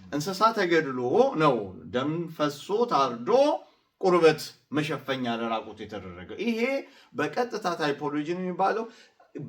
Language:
Amharic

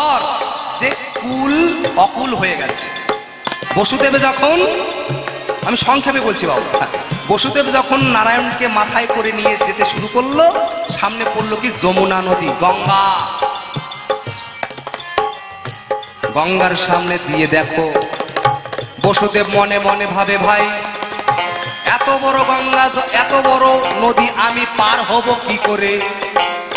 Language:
Bangla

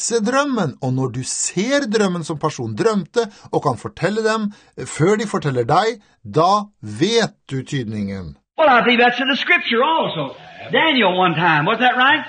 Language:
Norwegian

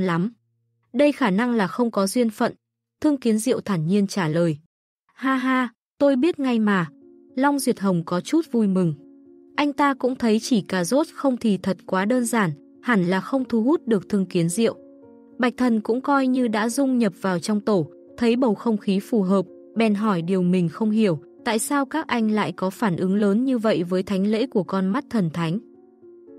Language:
Vietnamese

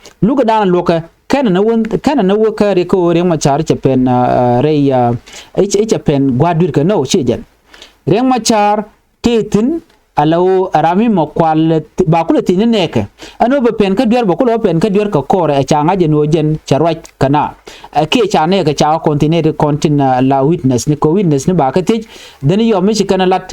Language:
Nuer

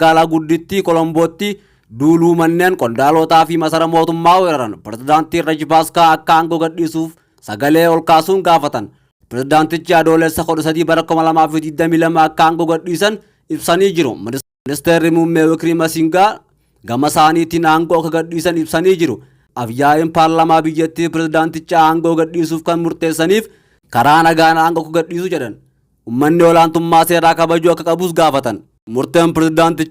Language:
Oromo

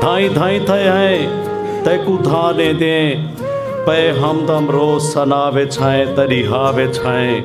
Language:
Saraiki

